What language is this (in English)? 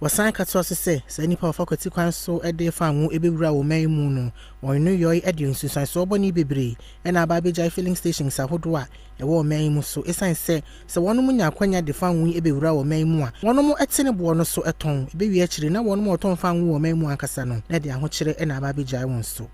Akan